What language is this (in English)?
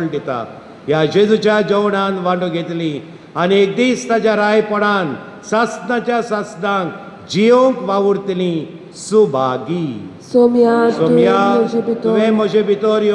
Konkani